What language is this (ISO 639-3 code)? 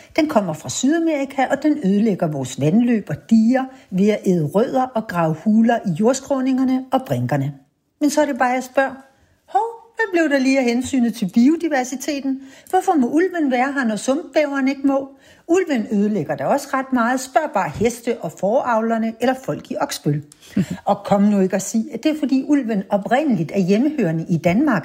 dan